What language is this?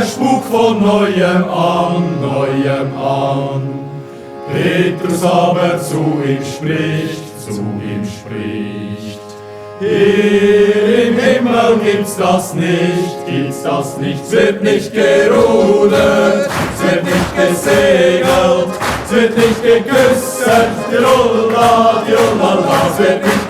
Swiss German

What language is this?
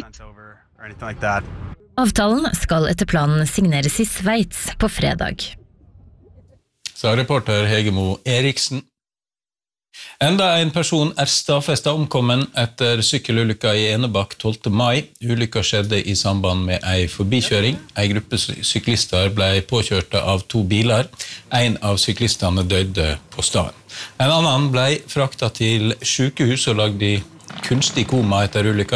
Norwegian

